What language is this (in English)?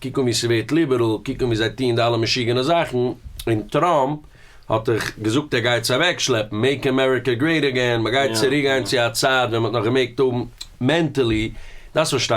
Yiddish